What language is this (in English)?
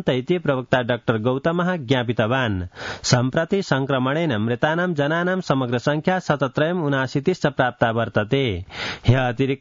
Sanskrit